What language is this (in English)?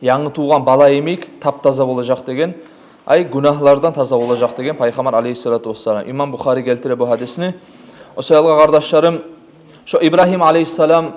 Kumyk